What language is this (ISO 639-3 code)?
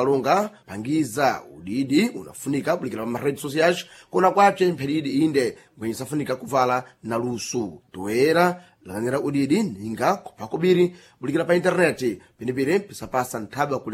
seh